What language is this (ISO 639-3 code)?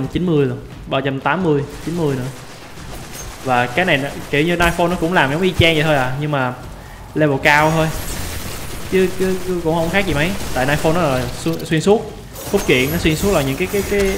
vie